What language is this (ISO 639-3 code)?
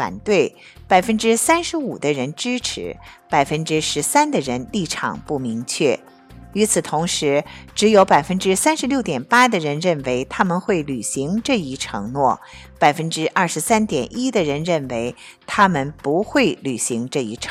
zho